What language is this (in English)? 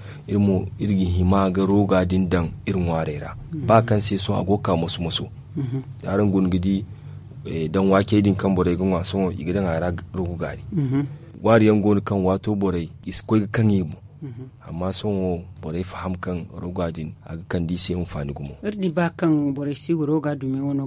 Zarma